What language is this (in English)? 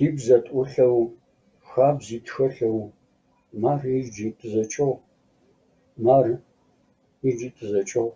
Kabardian